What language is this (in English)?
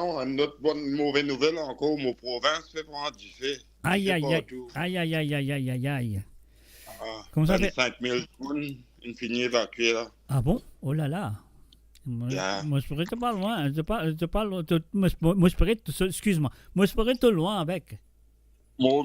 Morisyen